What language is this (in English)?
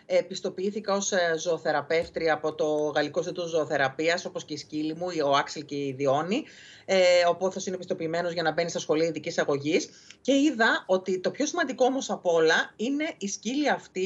Greek